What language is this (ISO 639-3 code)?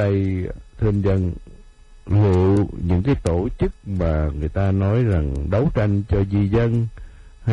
vie